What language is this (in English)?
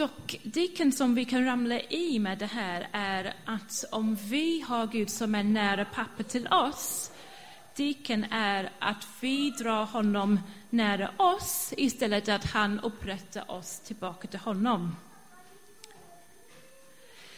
Swedish